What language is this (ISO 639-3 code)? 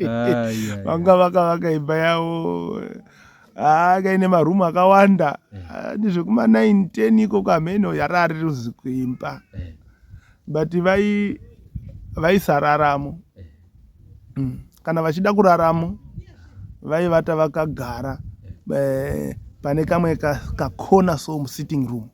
sna